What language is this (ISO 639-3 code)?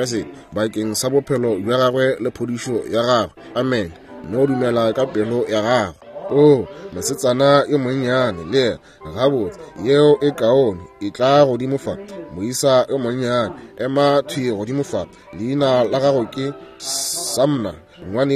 nso